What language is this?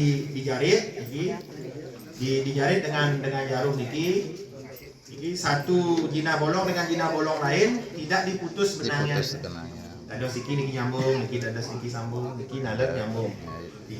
Balinese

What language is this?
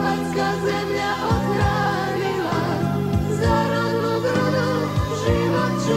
Croatian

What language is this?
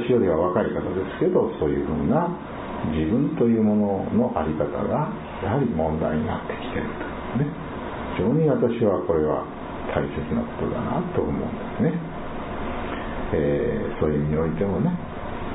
Japanese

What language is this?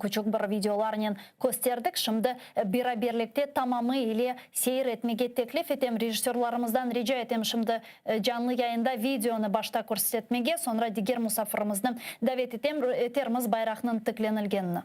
Crimean Tatar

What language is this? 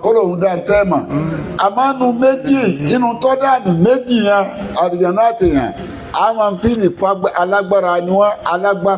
Yoruba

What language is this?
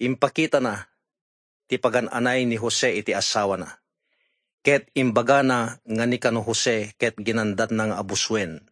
Iloko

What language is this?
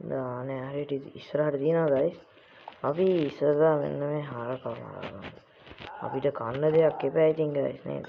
Sinhala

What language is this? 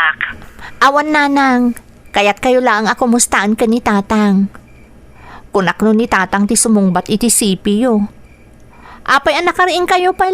Iloko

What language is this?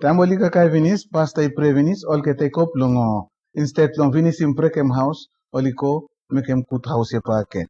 Bislama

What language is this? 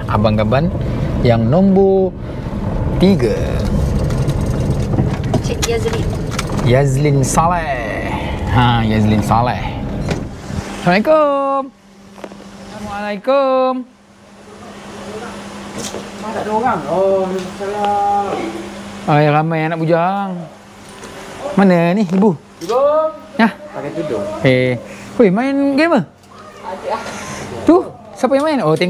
Malay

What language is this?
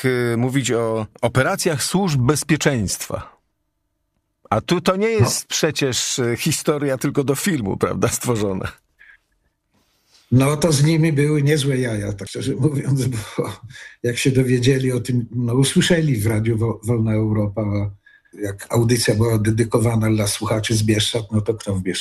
Polish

